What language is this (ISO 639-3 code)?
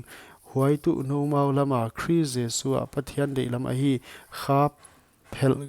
pck